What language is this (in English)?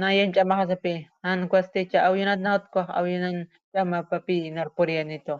Aymara